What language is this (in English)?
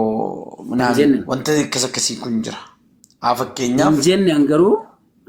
Oromo